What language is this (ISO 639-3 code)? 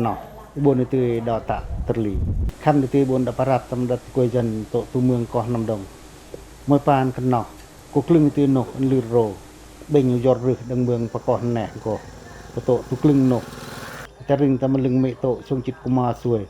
pac